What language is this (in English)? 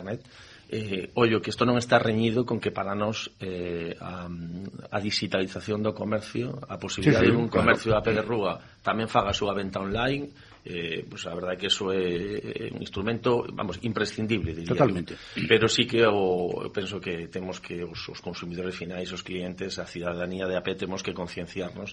Galician